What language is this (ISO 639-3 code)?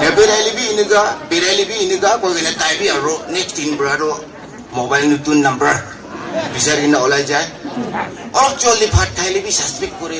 nag